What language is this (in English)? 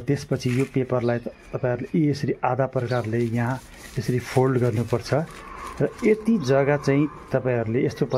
Nepali